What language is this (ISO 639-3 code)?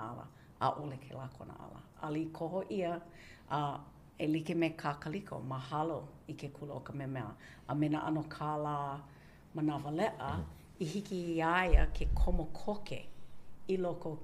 haw